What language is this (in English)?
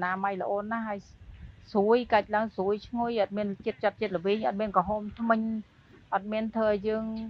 Khmer